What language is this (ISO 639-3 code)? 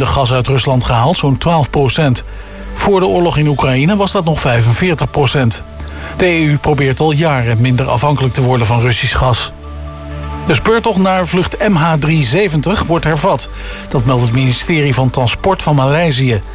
nld